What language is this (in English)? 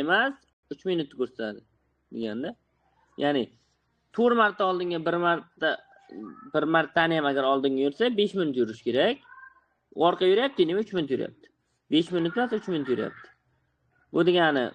Uzbek